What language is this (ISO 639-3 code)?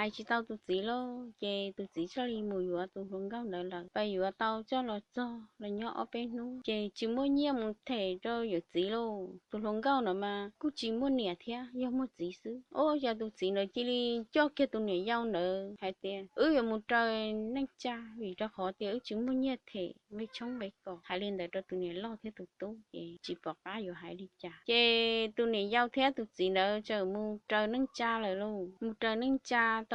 hmn